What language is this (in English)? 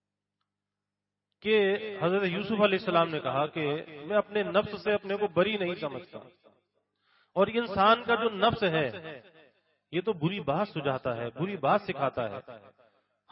Urdu